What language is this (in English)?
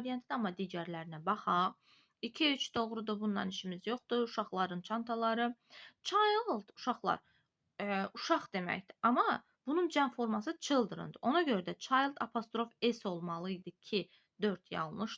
Azerbaijani